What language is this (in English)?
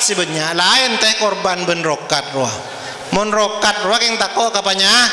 Madurese